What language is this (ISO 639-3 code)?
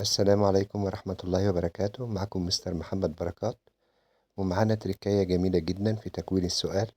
arz